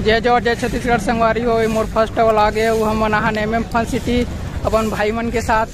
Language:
Chhattisgarhi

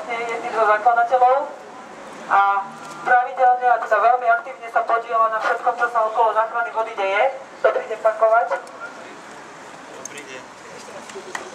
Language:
Slovak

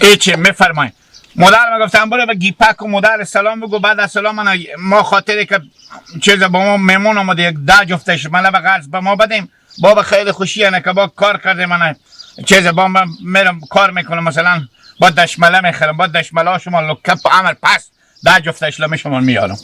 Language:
Hazaragi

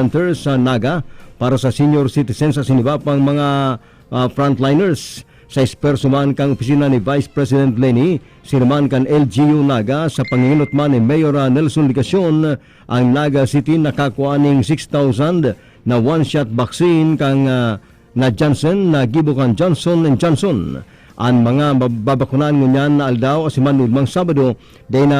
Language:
Bikol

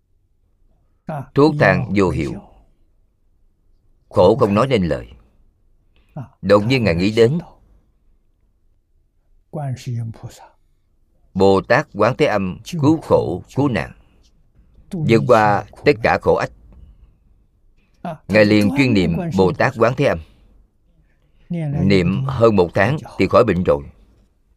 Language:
Vietnamese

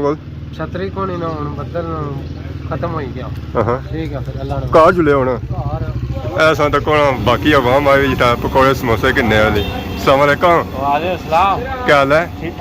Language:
Pahari-Potwari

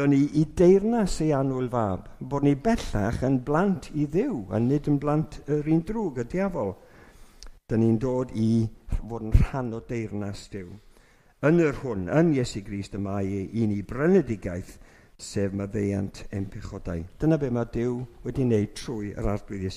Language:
Welsh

